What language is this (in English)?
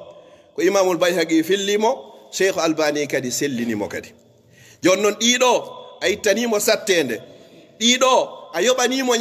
Pular